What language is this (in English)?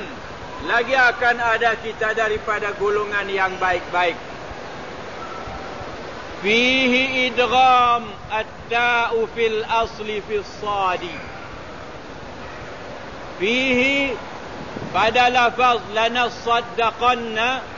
Malay